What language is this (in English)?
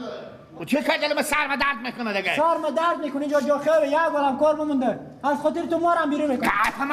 Persian